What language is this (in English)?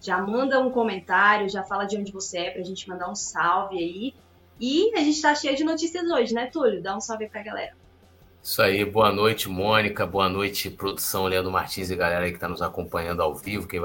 Portuguese